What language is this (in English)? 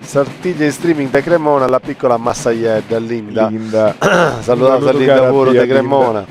Sardinian